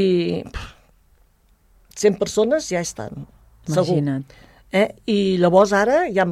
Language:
Catalan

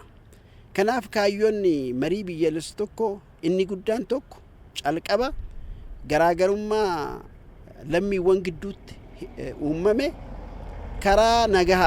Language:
Oromo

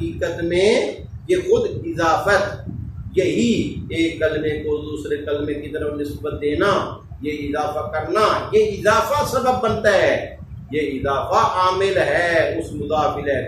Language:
Urdu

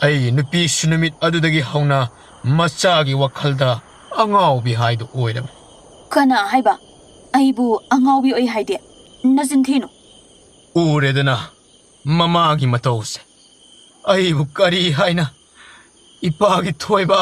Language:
Manipuri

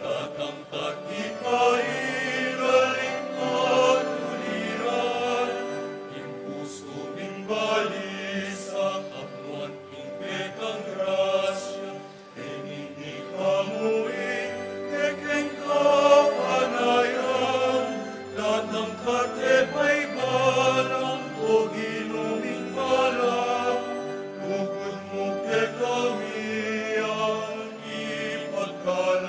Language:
Pampanga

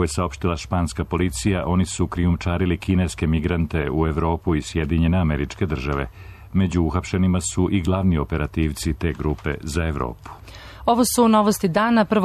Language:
Serbian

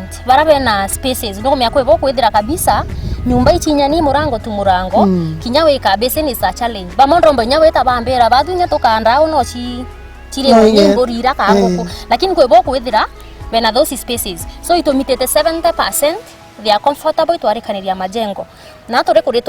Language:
Meru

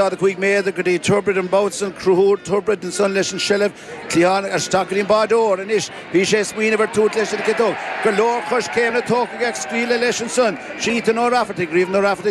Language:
Irish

